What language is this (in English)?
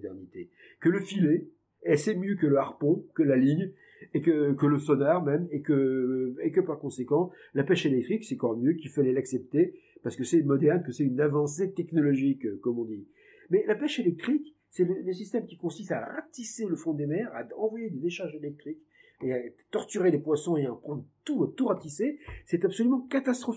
French